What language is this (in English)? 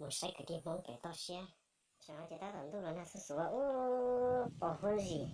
Hmong